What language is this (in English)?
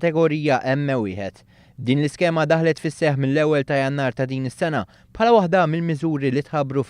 Maltese